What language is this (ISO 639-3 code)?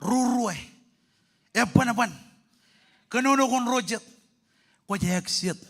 mah